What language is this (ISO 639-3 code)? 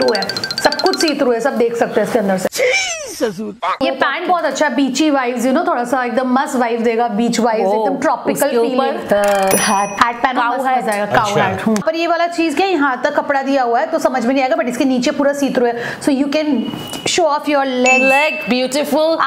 hin